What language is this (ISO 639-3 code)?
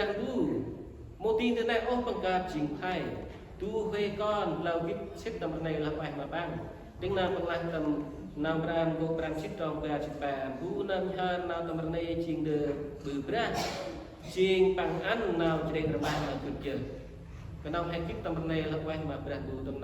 cmo